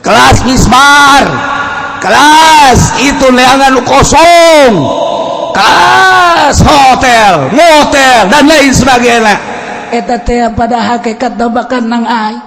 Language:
Sundanese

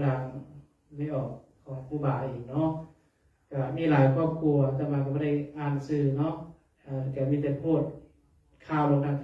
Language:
Pali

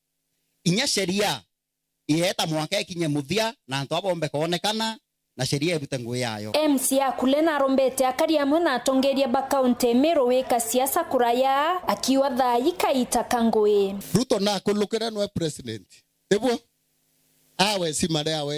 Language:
Meru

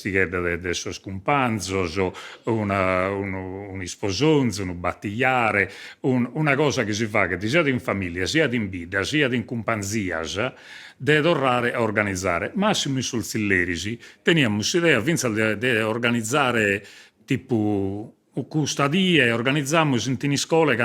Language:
Sardinian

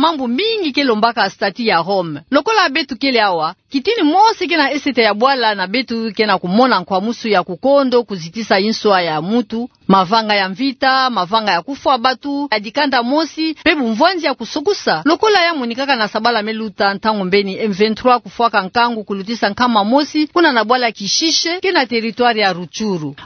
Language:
Kituba (Democratic Republic of Congo)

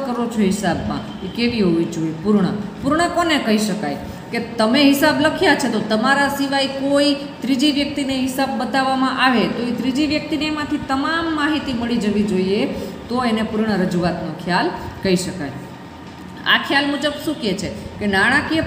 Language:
Gujarati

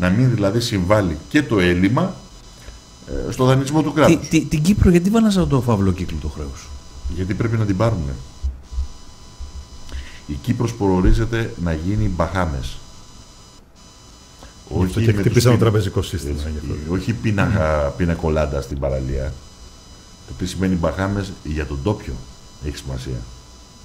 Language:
Greek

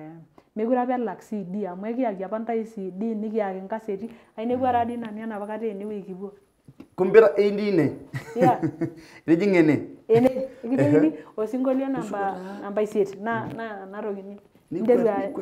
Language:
Masai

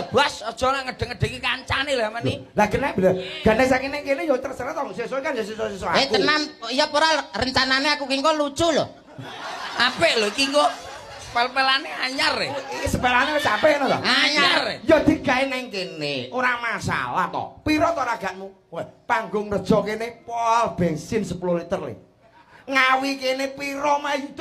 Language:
Javanese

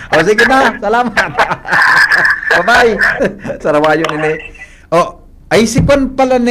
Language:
Bikol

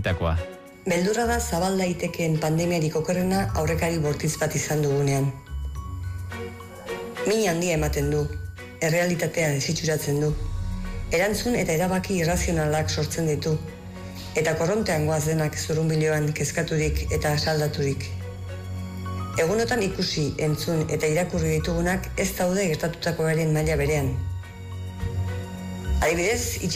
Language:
Basque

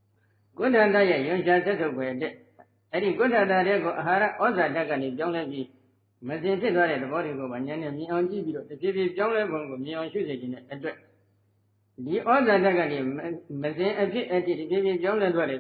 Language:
Burmese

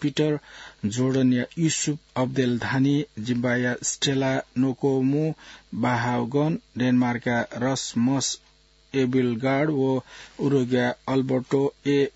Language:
Newari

